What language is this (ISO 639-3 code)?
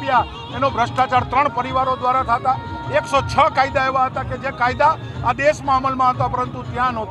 guj